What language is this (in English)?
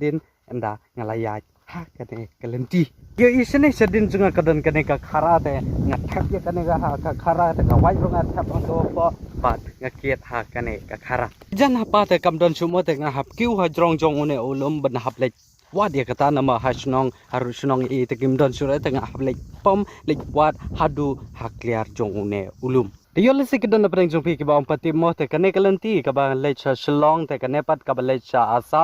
Khasi